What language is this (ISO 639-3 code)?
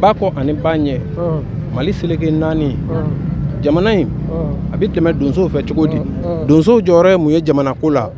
bam